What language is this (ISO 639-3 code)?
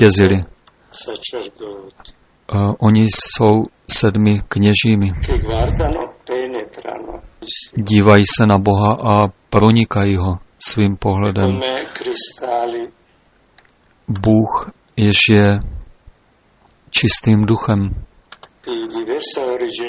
ces